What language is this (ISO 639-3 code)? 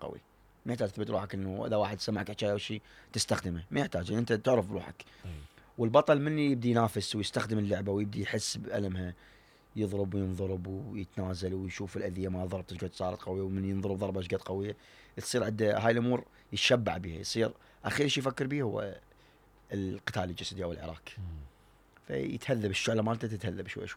acm